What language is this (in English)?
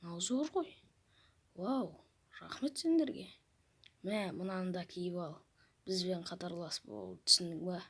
Kazakh